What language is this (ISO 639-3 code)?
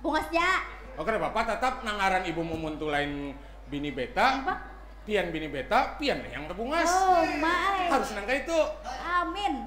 bjn